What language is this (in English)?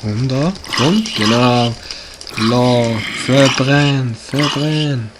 Swiss German